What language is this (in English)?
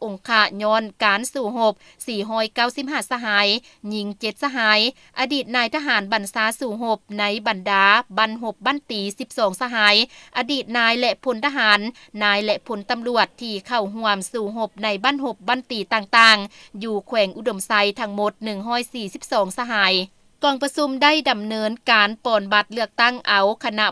Lao